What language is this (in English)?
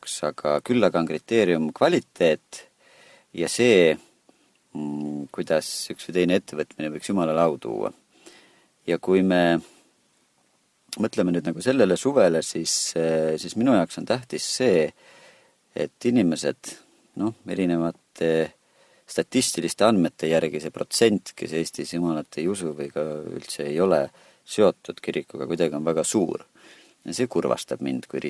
Estonian